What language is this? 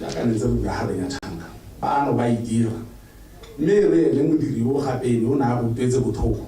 Tswana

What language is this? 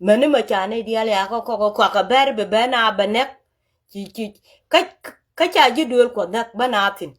Nuer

